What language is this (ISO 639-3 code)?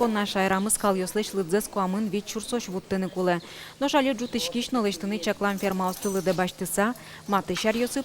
udm